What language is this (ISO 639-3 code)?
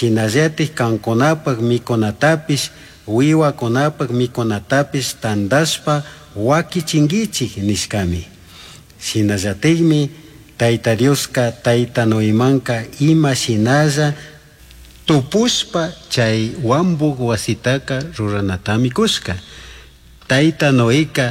qug